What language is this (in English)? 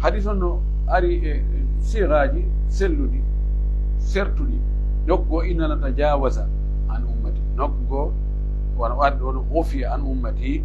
Pular